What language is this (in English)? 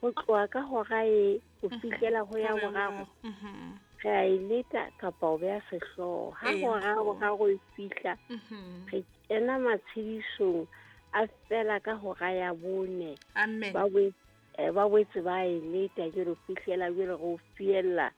Southern Sotho